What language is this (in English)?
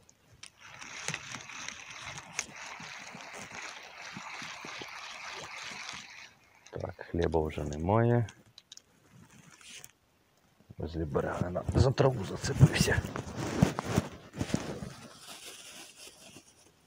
Ukrainian